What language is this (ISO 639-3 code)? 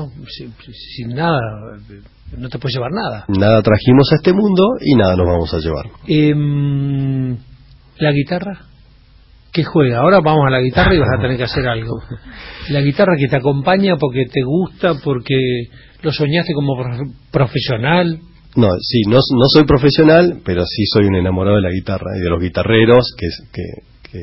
spa